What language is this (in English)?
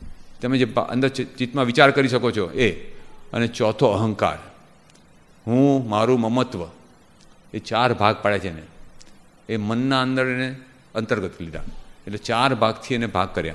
Gujarati